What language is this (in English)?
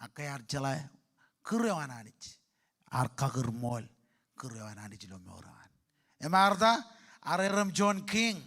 Marshallese